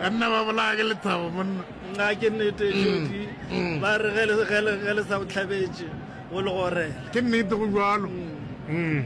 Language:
Northern Sotho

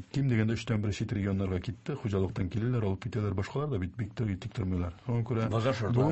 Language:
Tatar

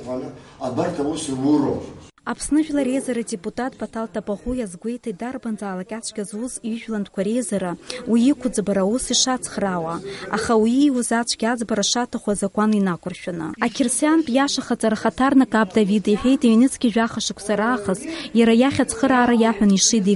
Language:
Abkhazian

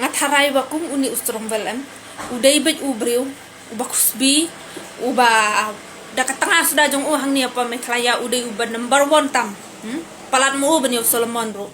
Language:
Khasi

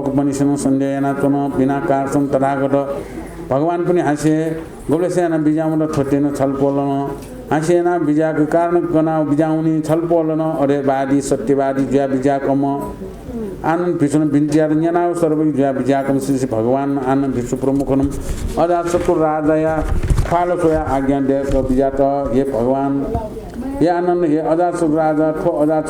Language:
Newari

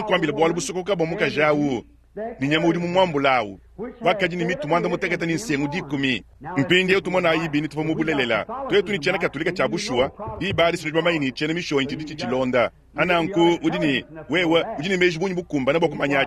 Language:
Luba-Lulua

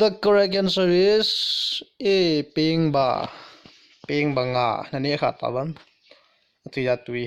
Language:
Thado Chin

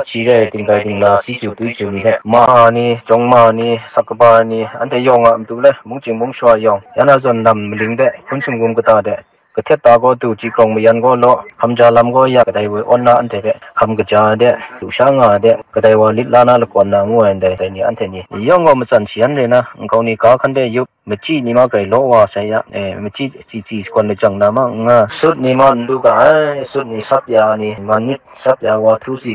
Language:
Kachin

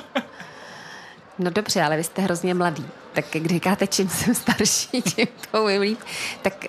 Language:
Czech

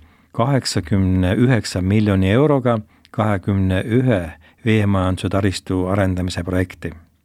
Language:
Estonian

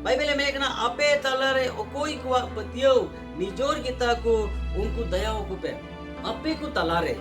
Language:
Santali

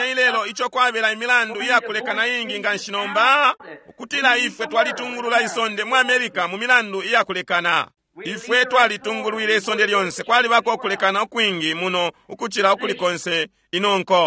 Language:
Bemba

